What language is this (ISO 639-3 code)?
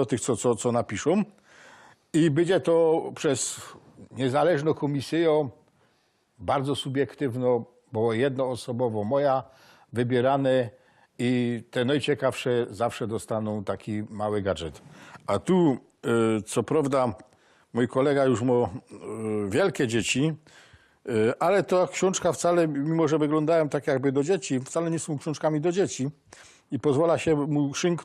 szl